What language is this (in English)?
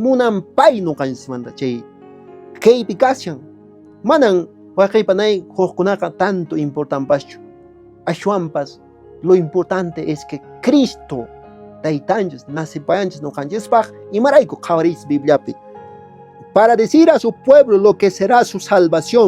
Quechua